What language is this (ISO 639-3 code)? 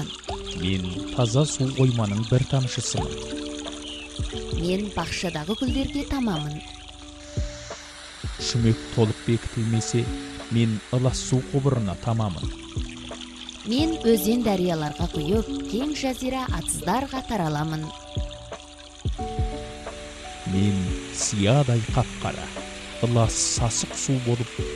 kaz